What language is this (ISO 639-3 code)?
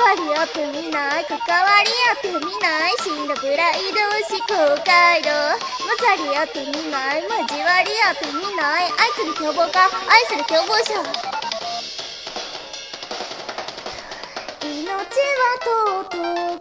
jpn